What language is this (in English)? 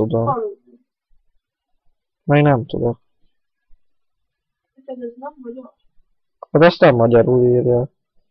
Hungarian